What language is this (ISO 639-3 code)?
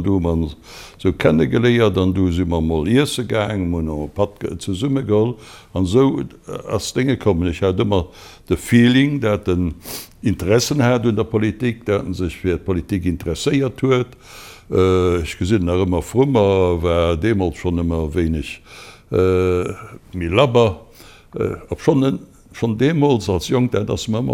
ltz